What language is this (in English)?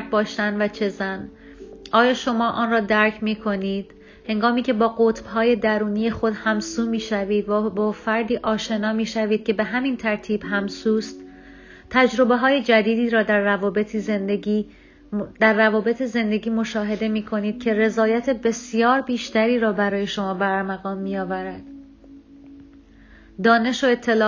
Persian